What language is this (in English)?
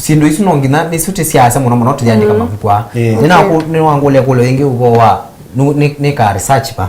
Kamba